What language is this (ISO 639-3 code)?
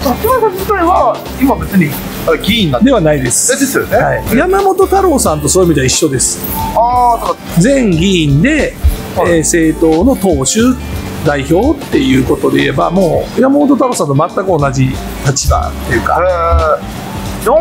jpn